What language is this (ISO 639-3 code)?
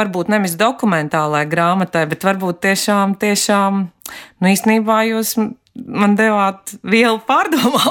lav